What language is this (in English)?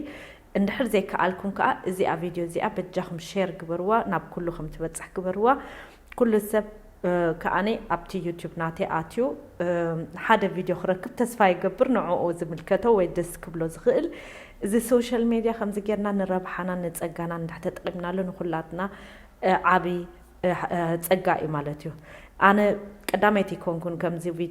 Tigrinya